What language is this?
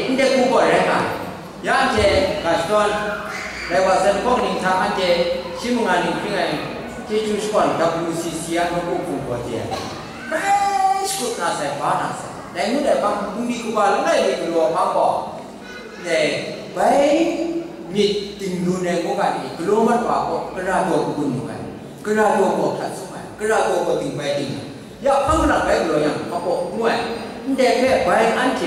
Kachin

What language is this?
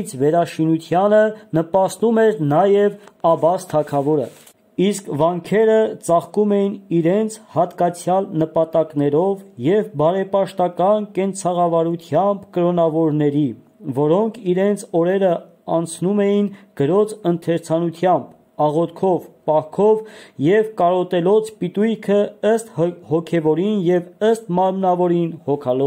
Armenian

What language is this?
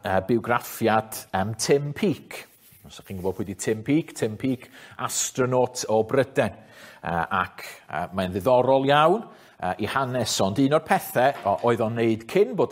Welsh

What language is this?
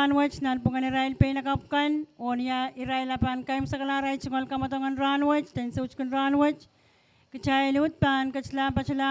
Pohnpeian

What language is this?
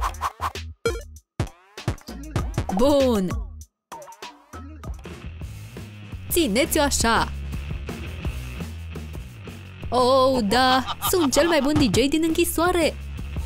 Romanian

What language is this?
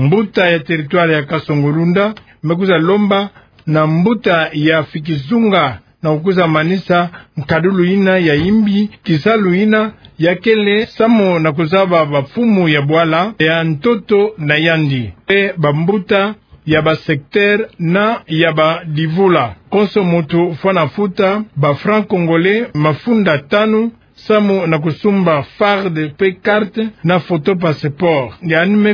Kituba (Democratic Republic of Congo)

